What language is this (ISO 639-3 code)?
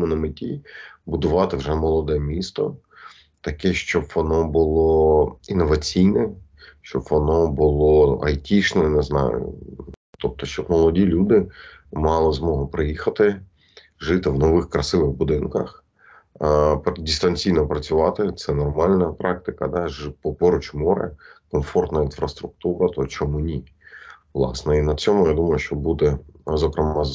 ukr